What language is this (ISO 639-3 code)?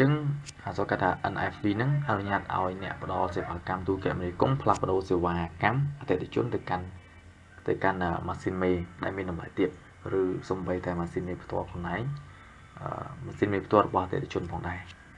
khm